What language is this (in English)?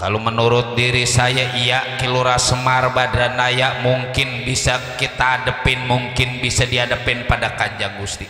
Betawi